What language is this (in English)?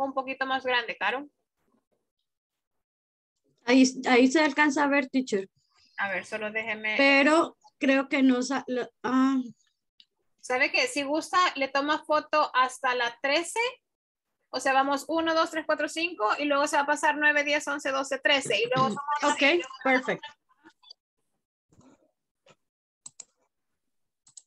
Spanish